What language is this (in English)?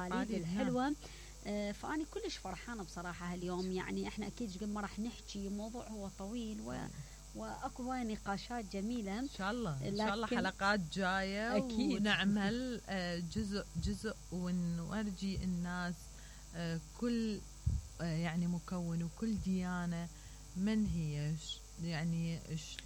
Mesopotamian Arabic